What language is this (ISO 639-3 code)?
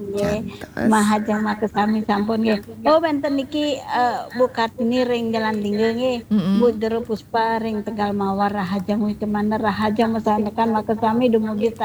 ban